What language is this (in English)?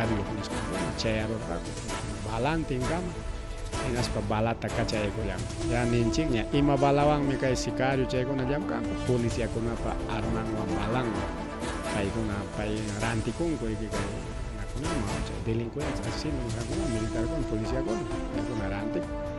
Ayacucho Quechua